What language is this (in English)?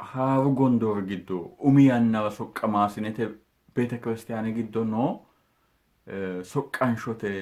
Sidamo